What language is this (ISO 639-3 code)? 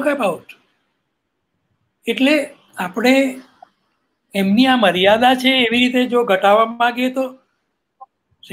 guj